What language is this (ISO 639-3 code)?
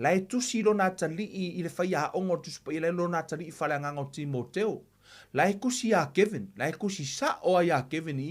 smo